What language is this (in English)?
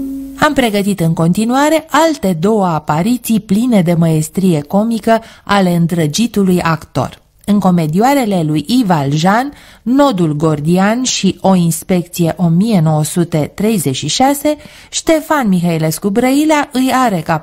Romanian